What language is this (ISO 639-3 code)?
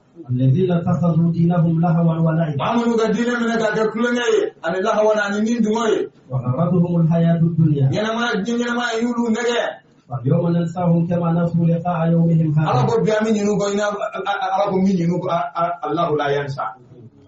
bam